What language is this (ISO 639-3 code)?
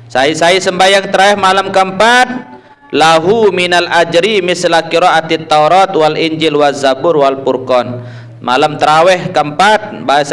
sas